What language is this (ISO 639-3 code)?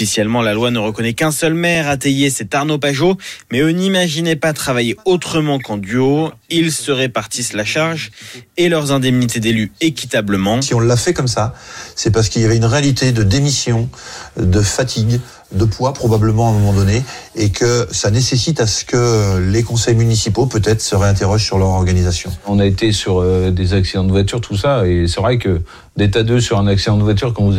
fra